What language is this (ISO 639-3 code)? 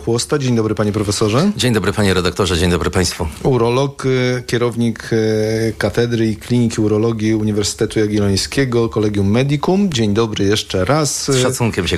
pol